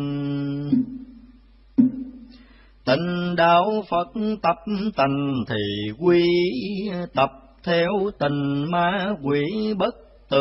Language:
Vietnamese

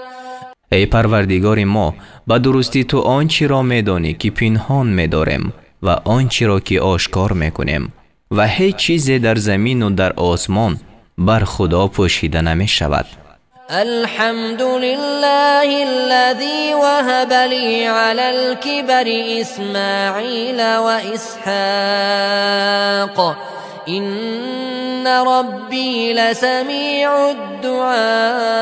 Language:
Tajik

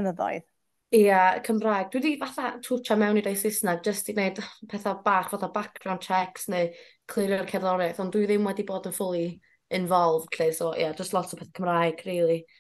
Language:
Welsh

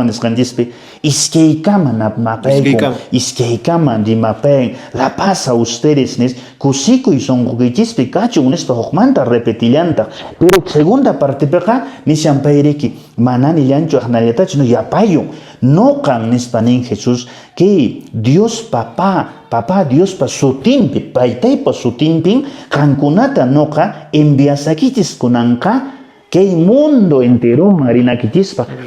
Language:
Quechua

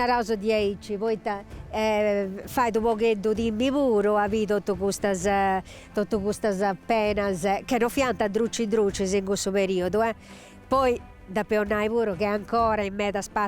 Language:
Sardinian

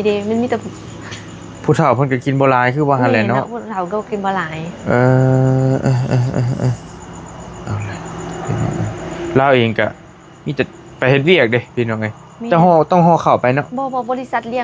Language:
Northeastern Thai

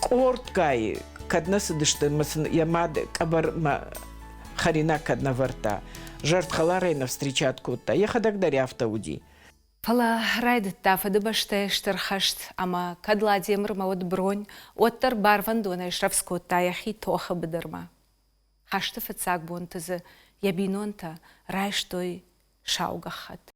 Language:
Ossetic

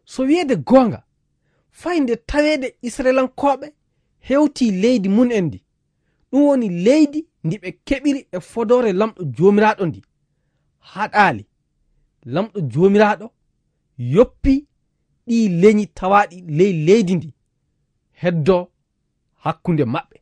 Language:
Fula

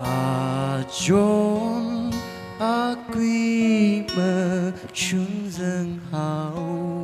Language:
Tangkhul Naga (India)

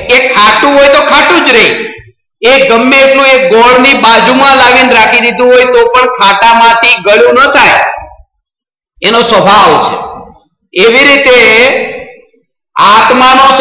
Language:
Gujarati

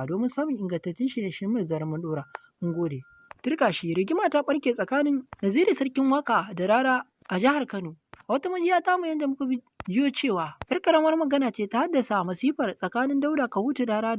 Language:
Hausa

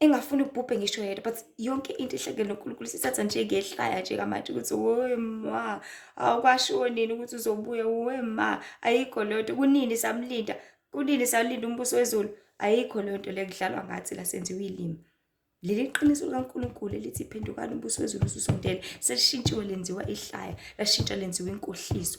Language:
Zulu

